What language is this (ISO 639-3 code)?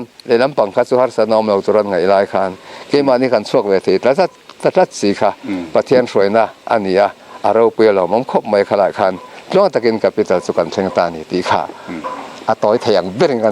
lus